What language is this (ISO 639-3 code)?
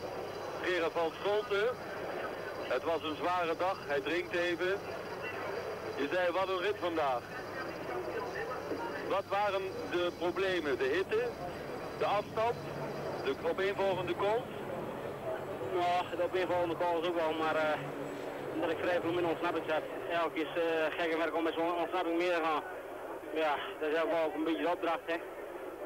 nld